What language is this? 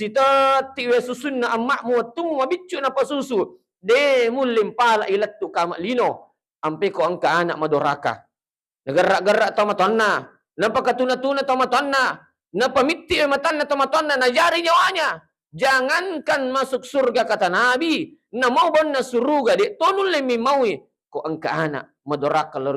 Buginese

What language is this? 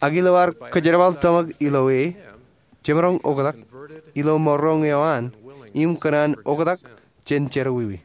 Marshallese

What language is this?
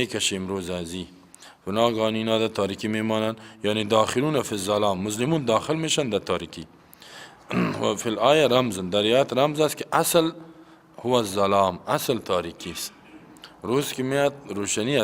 Persian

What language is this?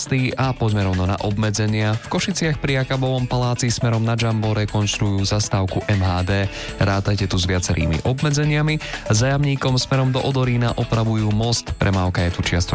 Slovak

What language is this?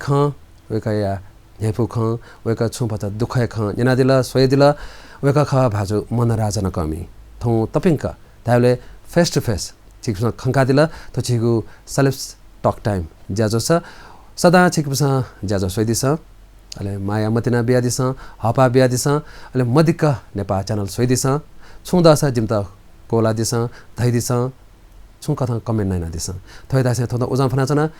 Newari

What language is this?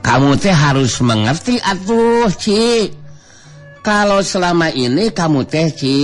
Sundanese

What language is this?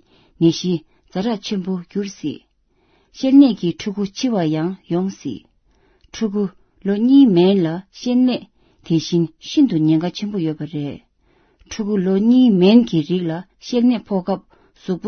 Tibetan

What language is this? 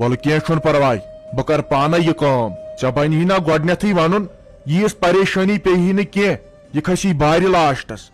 Kashmiri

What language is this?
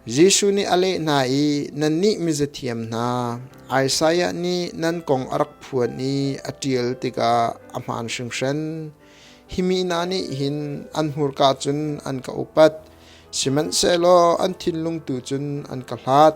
Hakha Chin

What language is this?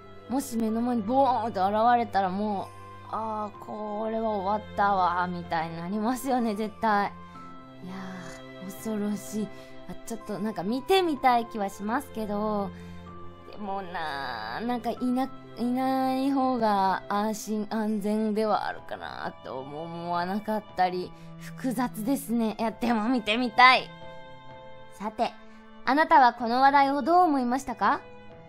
Japanese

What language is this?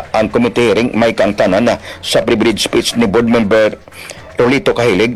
Hiligaynon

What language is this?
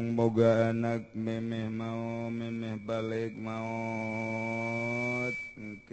Sundanese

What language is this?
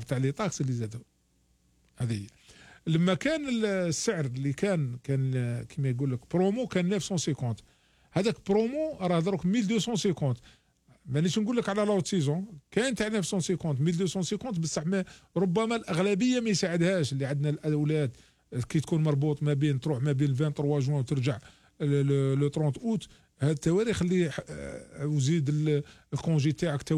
Algerian Arabic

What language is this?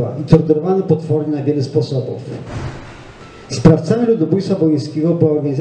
Polish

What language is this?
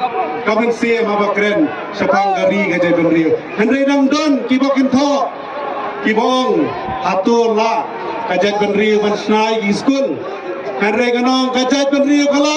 Khasi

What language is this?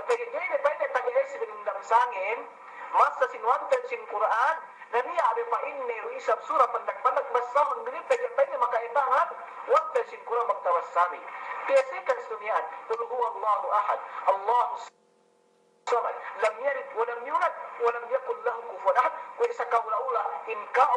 Yakan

